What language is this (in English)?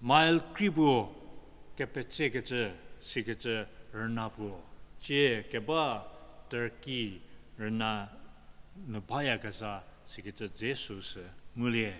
Angami Naga